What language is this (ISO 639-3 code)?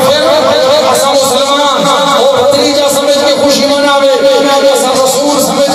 skr